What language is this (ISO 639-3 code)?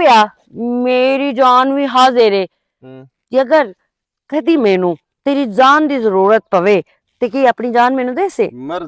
lah